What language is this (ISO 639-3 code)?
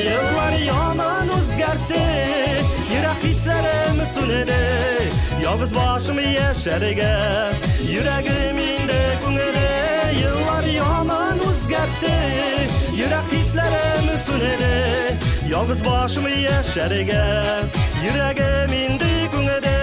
tat